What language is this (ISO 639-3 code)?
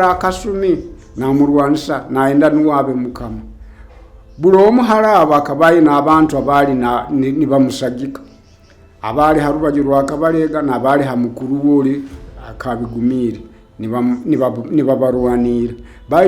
nyo